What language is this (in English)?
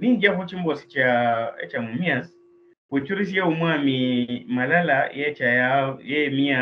Luyia